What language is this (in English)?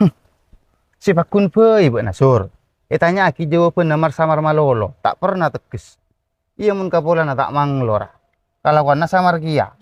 Madurese